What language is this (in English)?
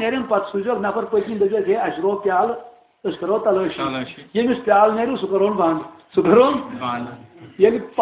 Kashmiri